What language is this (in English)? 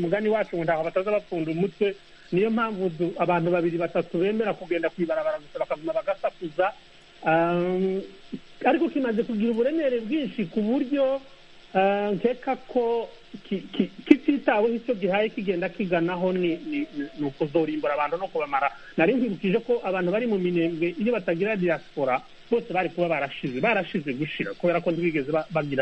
Kinyarwanda